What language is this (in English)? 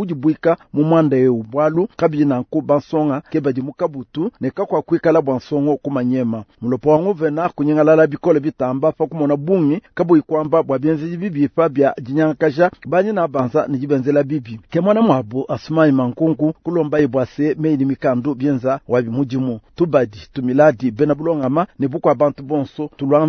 Luba-Lulua